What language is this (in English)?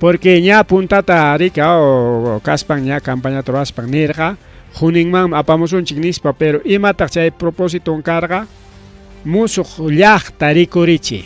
Ayacucho Quechua